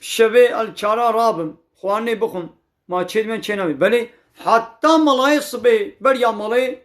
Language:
Kurdish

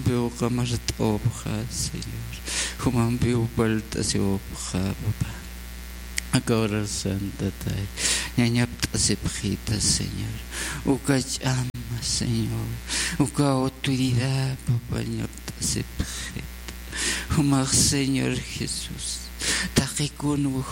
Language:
Aymara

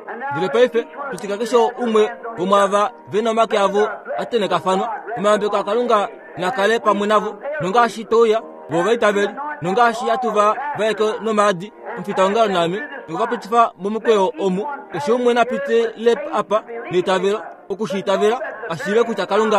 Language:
Kuanyama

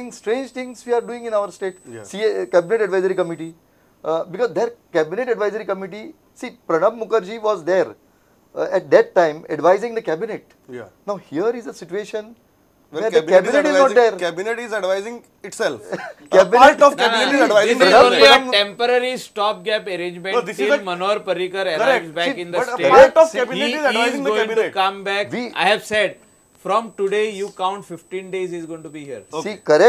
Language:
Konkani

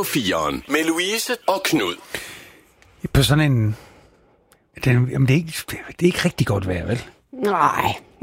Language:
Danish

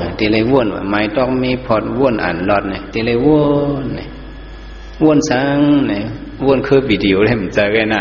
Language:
Shan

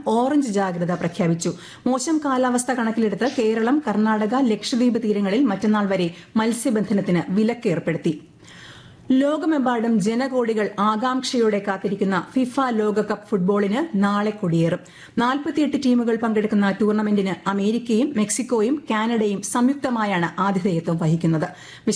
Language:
Malayalam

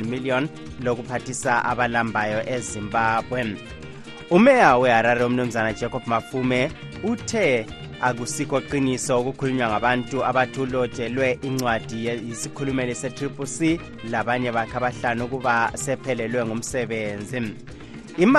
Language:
North Ndebele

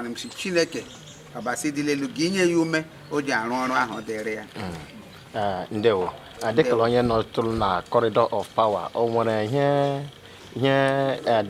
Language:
Igbo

